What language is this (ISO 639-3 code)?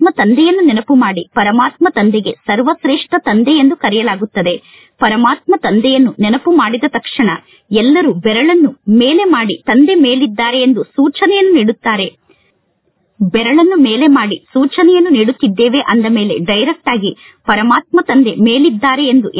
kan